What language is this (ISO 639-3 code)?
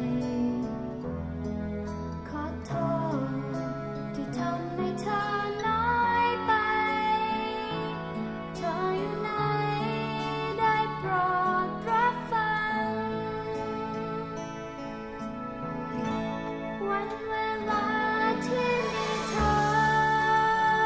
tha